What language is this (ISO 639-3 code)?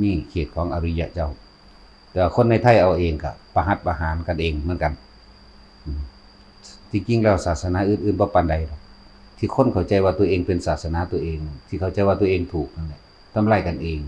tts